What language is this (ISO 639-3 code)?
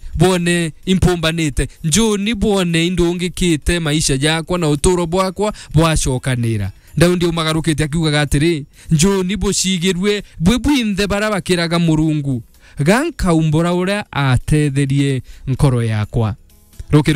mer